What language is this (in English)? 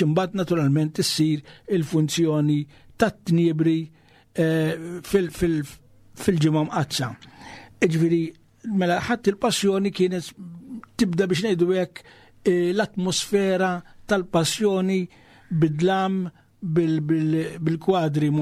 Maltese